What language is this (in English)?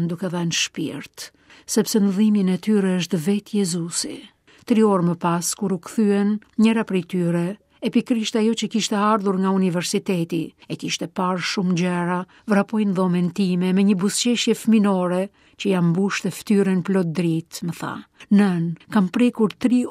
Albanian